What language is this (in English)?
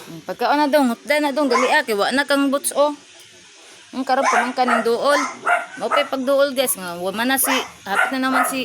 Cebuano